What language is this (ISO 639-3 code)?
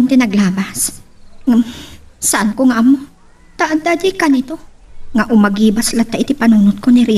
ilo